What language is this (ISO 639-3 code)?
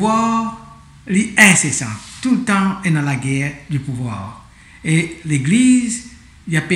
mfe